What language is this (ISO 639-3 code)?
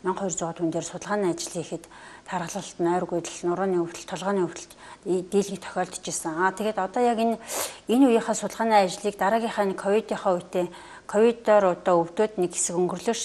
mon